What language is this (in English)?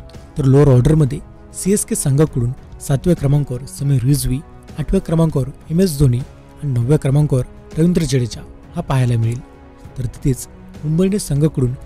Marathi